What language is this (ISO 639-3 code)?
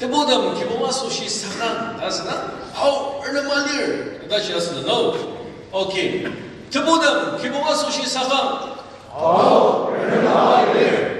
njo